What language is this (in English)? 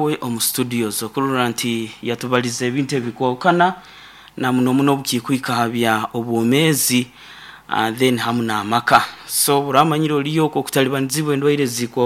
Nyoro